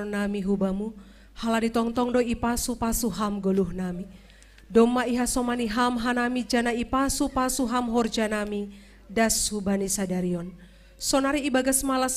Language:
Batak Simalungun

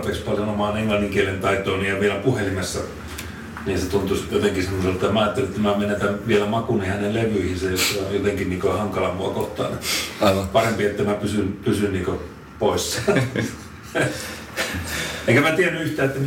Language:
Finnish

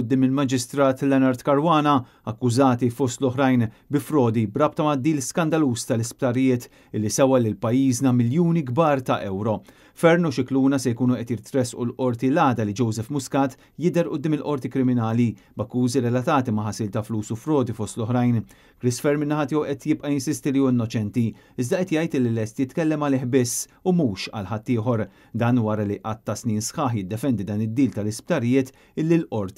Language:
Maltese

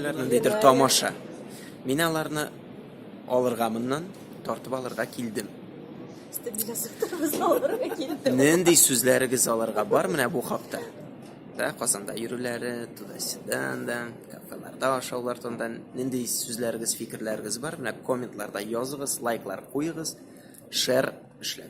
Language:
Tatar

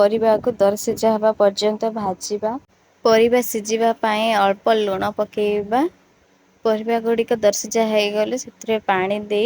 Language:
Odia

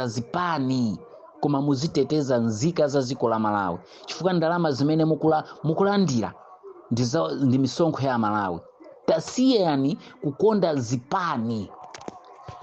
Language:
Nyanja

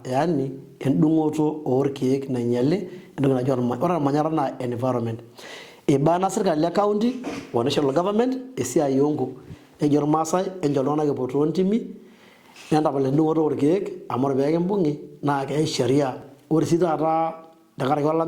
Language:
Masai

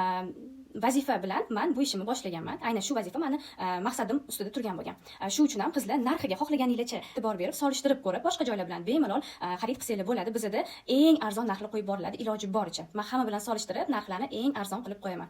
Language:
Uzbek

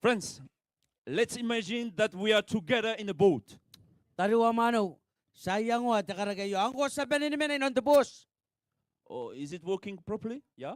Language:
Gilbertese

